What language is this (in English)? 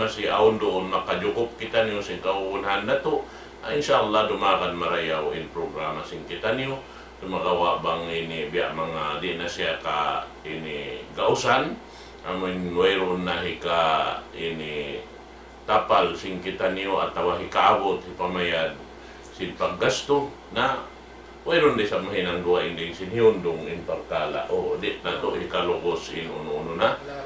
Tausug